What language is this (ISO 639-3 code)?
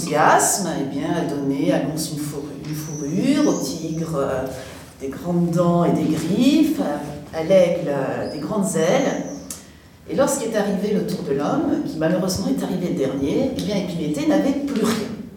fra